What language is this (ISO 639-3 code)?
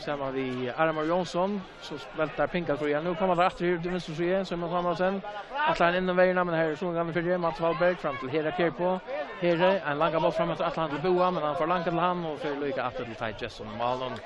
fao